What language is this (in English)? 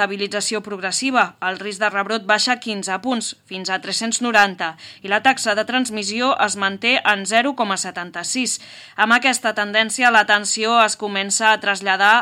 Catalan